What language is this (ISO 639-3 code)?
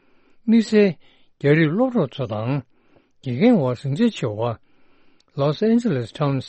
bod